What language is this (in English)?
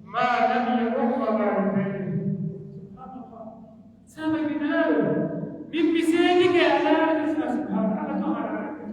Pular